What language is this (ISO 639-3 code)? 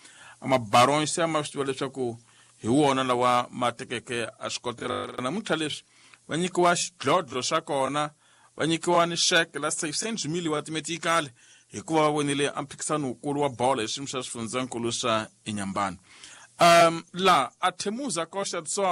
tso